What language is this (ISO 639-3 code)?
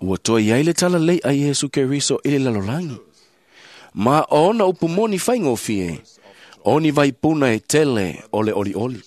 smo